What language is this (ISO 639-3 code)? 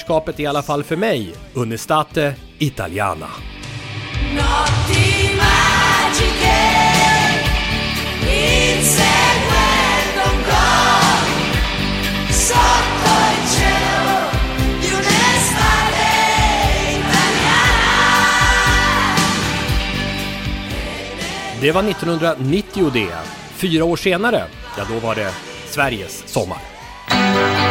swe